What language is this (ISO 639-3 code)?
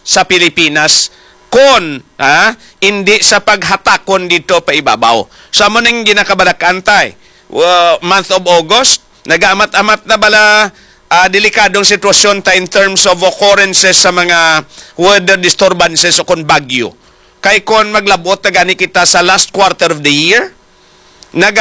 hil